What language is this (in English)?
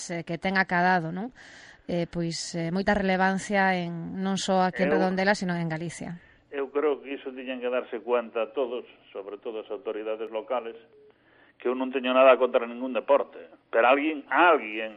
Galician